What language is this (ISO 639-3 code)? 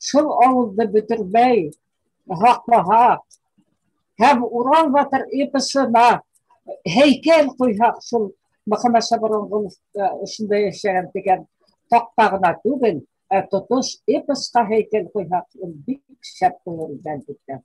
bak